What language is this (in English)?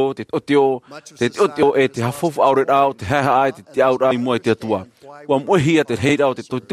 Tahitian